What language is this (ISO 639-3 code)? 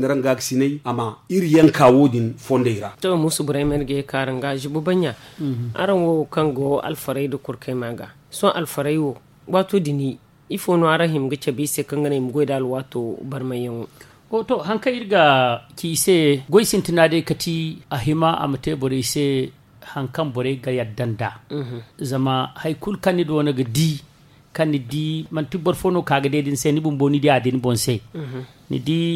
dje